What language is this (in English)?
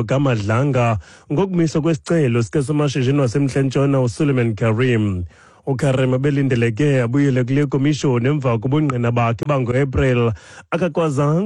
Xhosa